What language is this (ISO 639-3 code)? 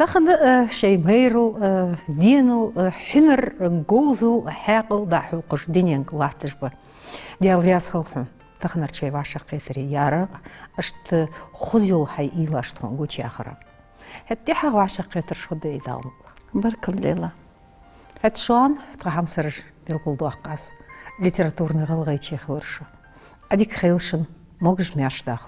inh